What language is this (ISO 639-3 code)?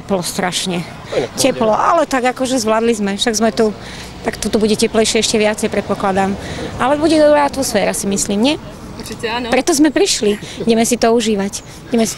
slk